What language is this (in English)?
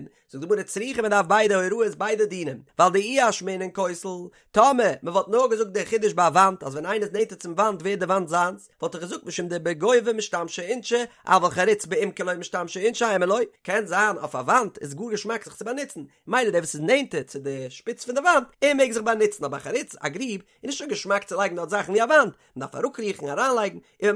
Yiddish